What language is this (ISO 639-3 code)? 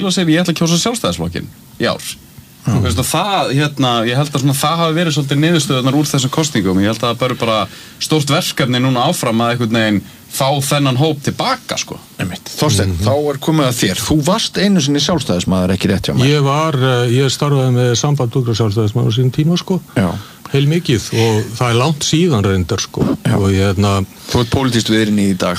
isl